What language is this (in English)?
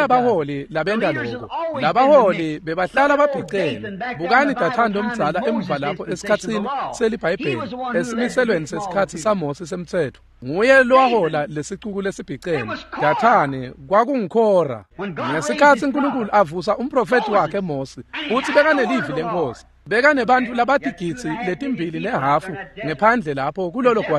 Swati